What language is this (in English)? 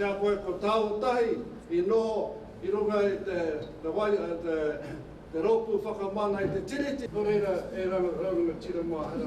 Māori